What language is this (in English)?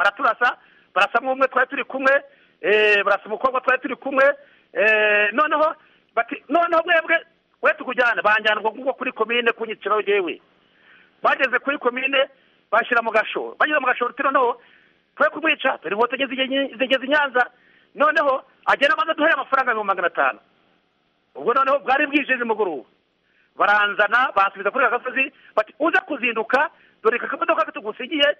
Kinyarwanda